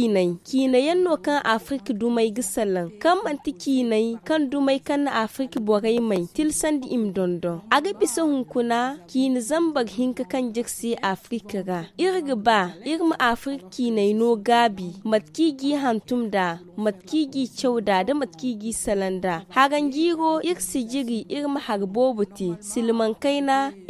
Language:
Zarma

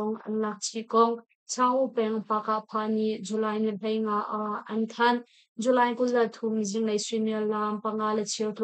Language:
Hakha Chin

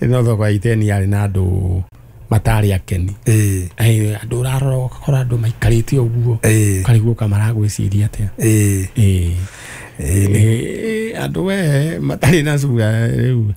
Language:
Kikuyu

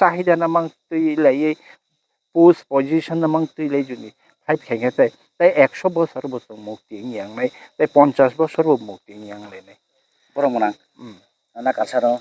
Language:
Kok Borok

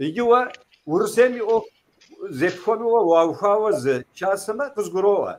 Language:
Kabardian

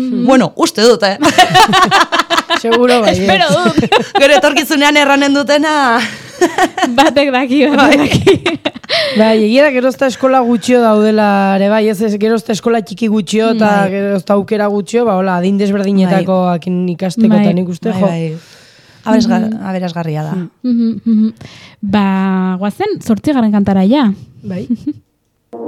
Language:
Basque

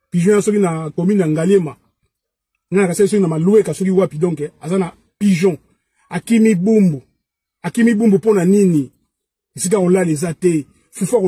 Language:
Lingala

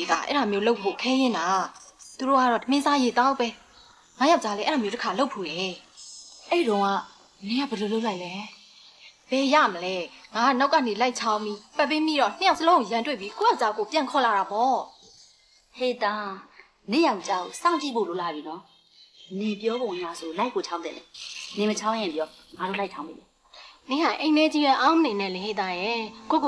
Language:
Burmese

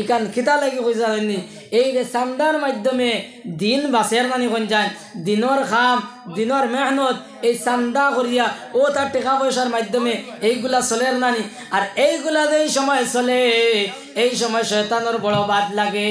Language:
Sylheti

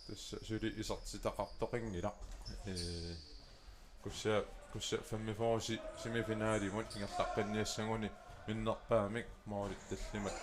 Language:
Kalaallisut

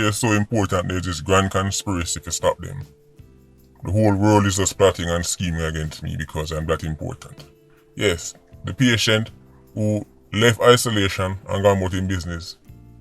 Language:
Jamaican Creole English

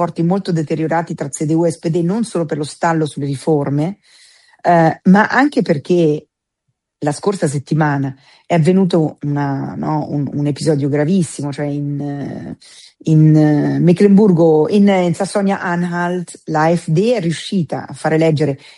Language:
Italian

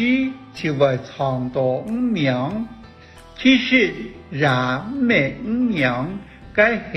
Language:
Hakka Chinese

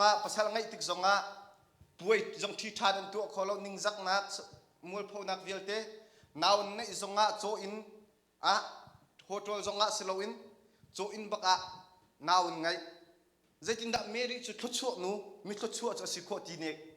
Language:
Hakha Chin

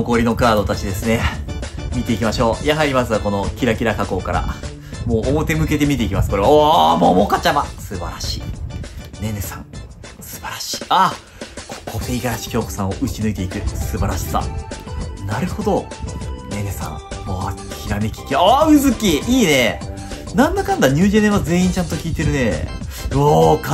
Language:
Japanese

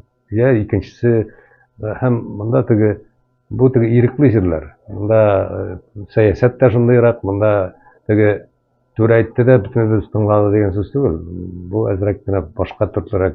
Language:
Tatar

